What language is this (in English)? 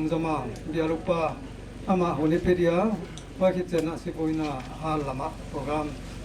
Paite Chin